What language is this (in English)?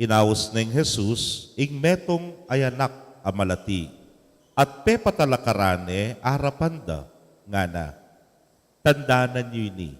Pampanga